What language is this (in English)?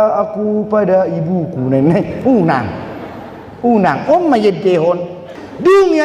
Batak Toba